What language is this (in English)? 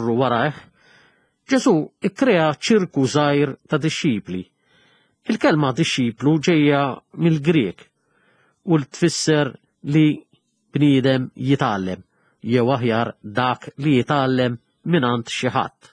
Maltese